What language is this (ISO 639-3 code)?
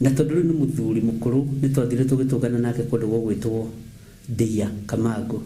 kik